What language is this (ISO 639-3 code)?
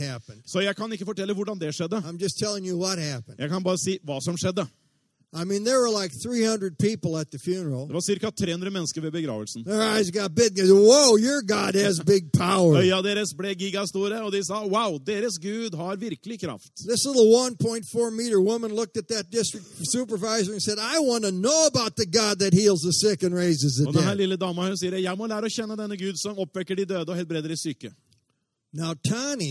nor